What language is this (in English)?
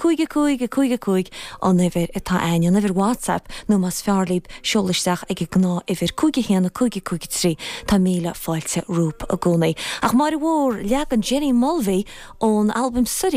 Irish